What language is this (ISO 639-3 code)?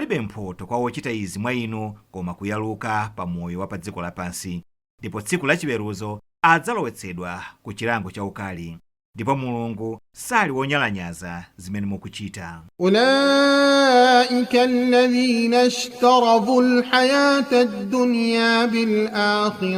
nya